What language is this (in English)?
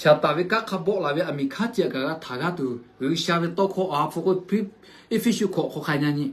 Lahu